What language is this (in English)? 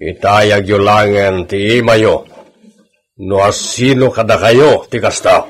Iloko